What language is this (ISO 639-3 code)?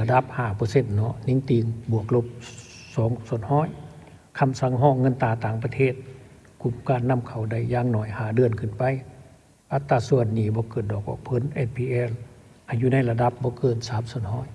lao